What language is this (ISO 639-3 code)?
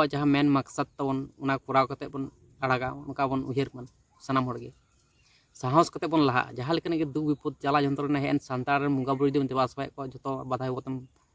sat